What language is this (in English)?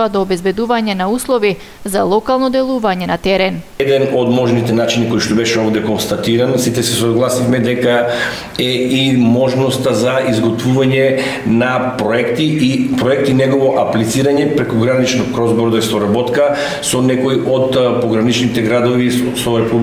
Macedonian